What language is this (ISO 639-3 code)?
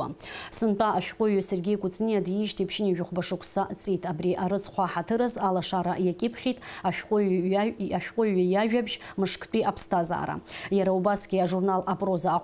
abk